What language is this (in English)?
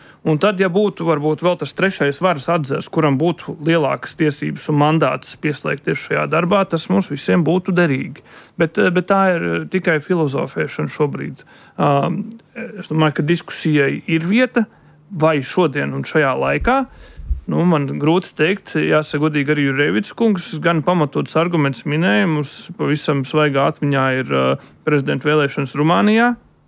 Latvian